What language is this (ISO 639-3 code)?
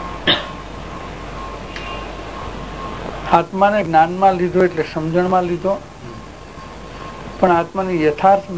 guj